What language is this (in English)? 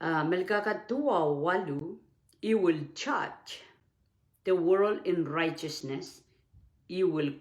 Pohnpeian